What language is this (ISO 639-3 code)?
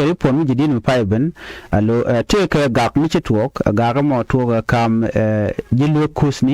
nus